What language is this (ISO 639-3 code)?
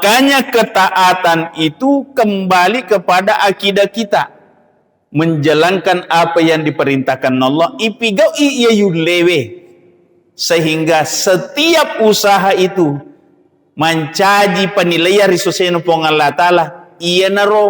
bug